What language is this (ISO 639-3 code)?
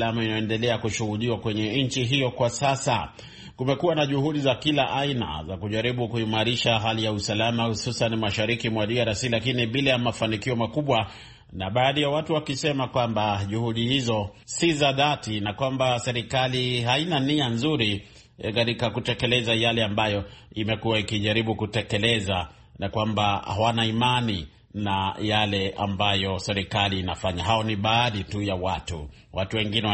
swa